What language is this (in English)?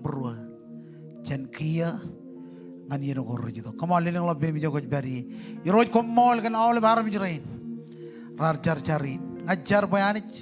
Marshallese